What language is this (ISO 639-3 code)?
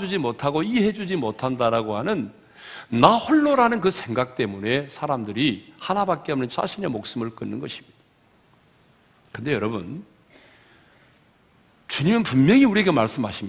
kor